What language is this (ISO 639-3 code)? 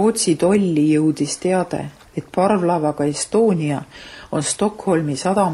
est